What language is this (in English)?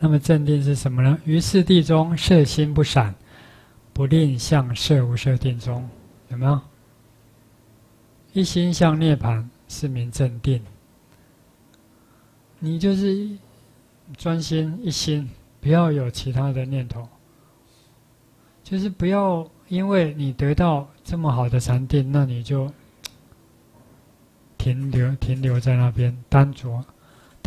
Chinese